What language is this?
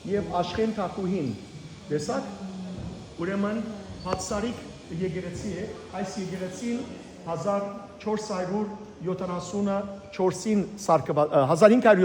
Western Armenian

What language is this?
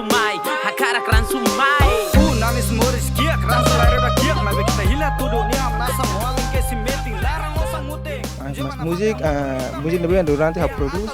Tetum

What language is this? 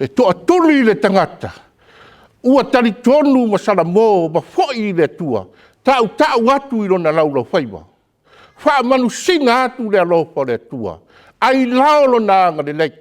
Samoan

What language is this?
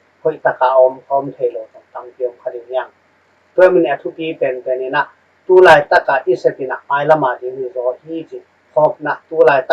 Tedim Chin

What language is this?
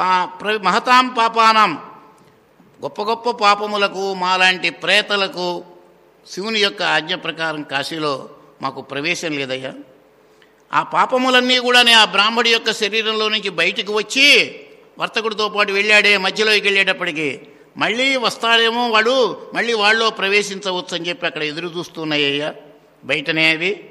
Telugu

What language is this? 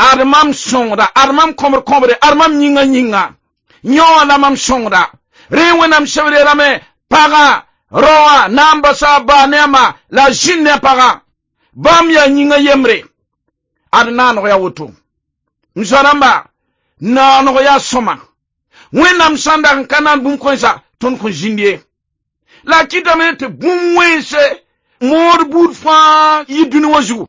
Mossi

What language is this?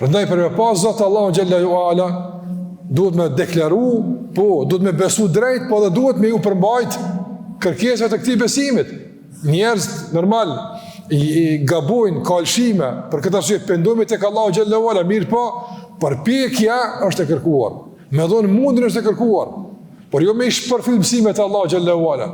Albanian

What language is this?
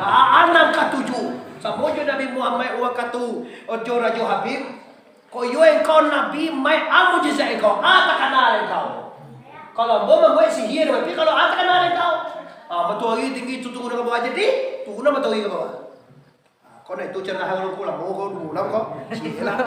Minangkabau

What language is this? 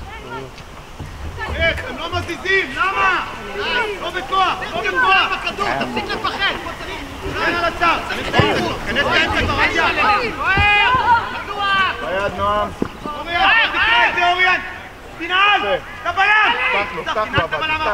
Hebrew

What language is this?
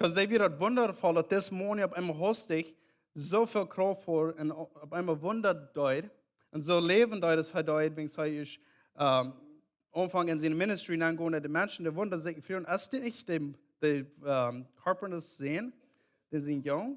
Plautdietsch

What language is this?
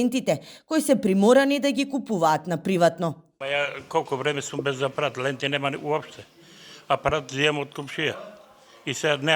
Macedonian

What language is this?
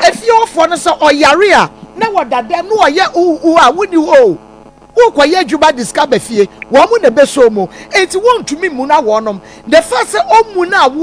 Akan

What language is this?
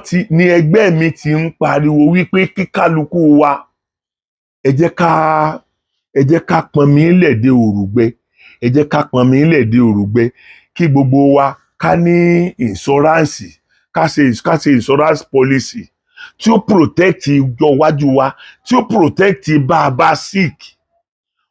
Yoruba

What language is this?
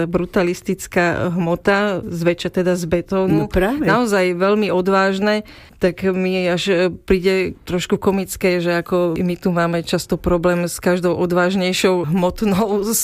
Slovak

